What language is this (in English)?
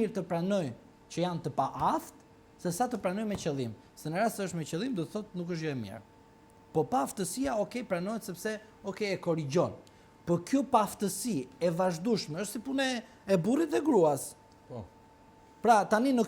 Albanian